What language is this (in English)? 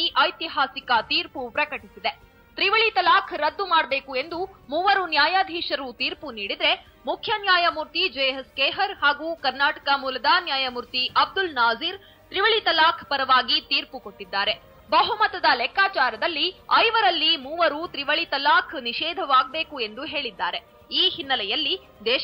Kannada